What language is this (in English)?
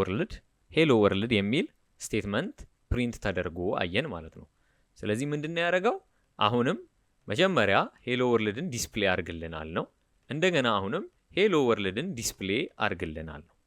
Amharic